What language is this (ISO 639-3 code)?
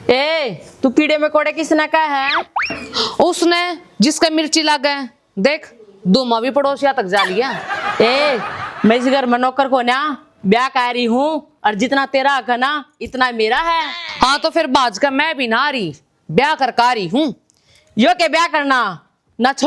bgc